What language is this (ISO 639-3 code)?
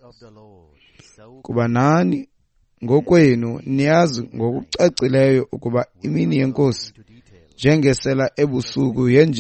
xho